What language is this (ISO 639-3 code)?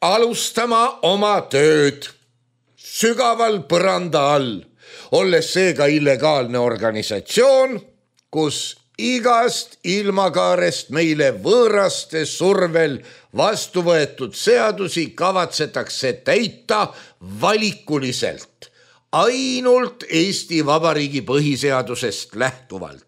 est